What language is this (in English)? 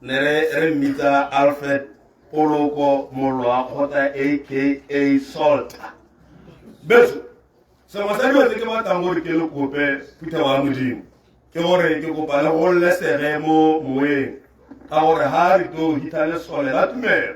Tswana